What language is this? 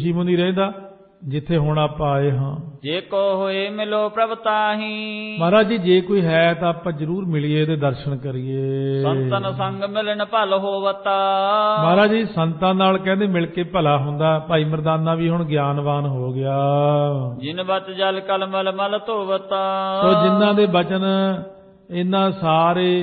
Punjabi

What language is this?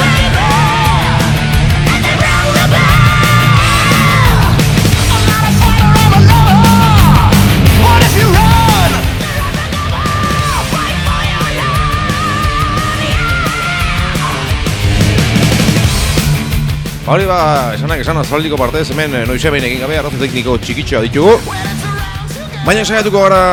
Basque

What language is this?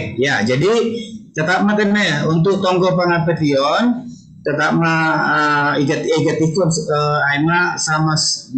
Batak Simalungun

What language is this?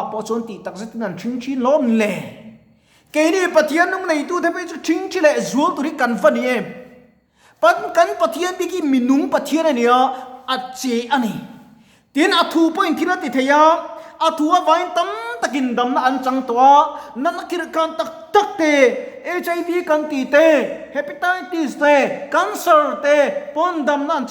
Mizo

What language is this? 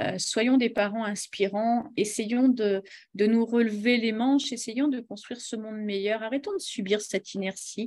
French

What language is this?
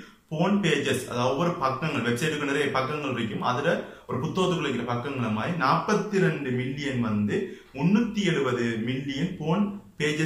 Tamil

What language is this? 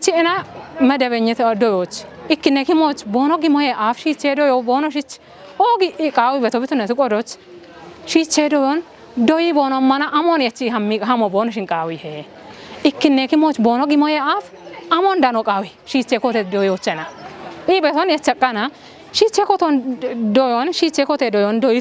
Kafa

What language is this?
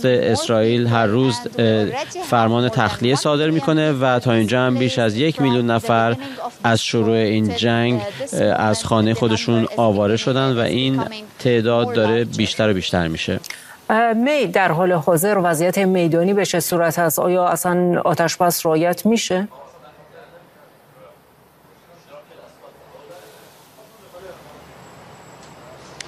Persian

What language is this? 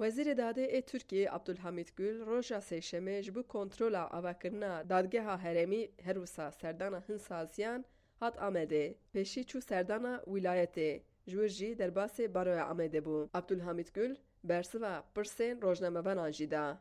Kurdish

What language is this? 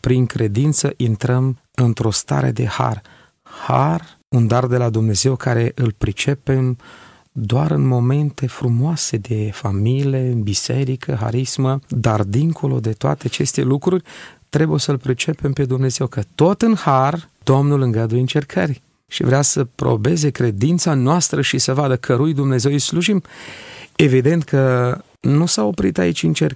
Romanian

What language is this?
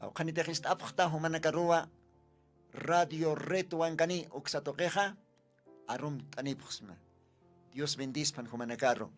Aymara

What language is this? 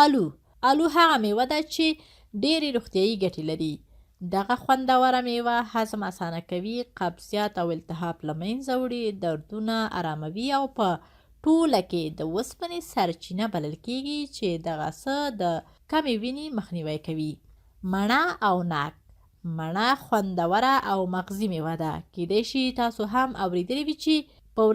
Pashto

